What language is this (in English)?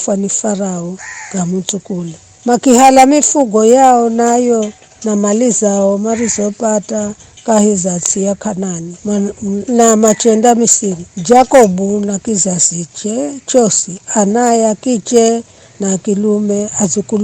Giryama